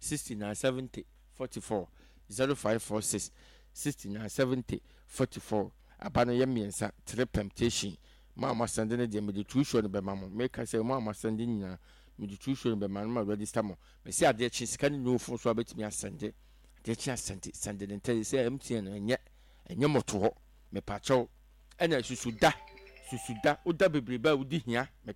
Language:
Akan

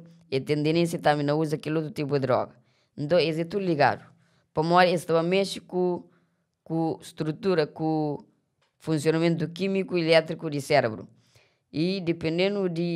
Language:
Kabuverdianu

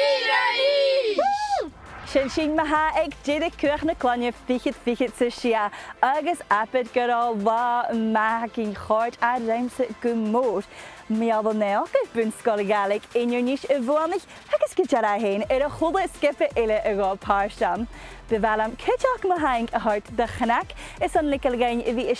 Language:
Scottish Gaelic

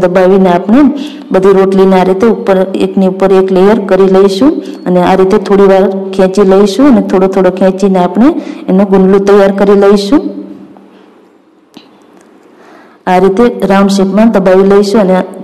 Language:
Gujarati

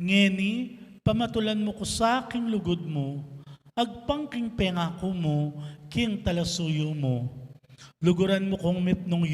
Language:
Pampanga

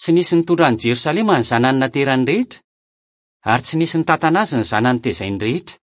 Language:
Malagasy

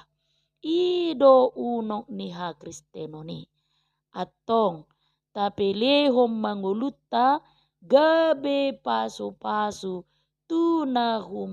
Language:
Batak Toba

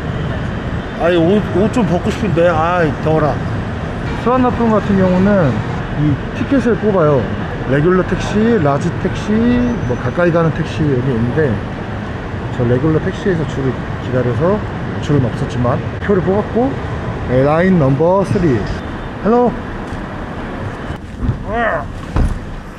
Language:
Korean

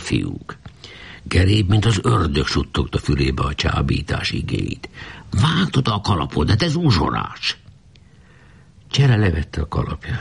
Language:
Hungarian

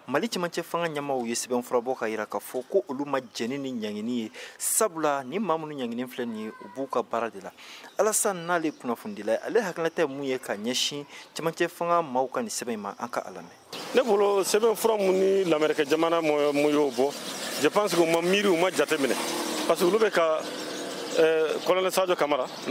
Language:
Bambara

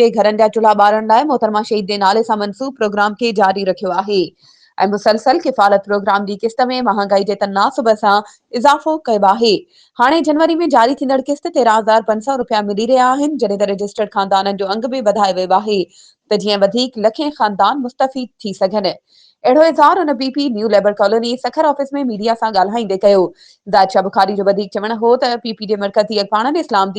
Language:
Sindhi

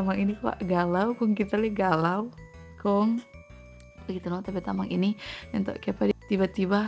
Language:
Manado Malay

